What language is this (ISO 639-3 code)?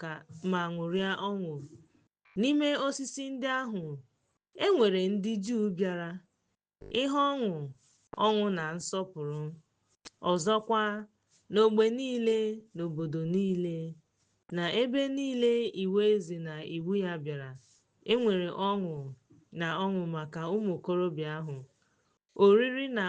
ibo